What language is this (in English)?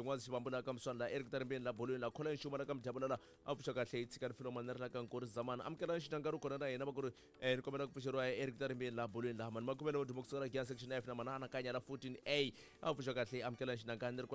Tsonga